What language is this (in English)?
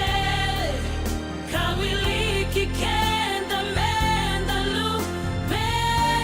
Fijian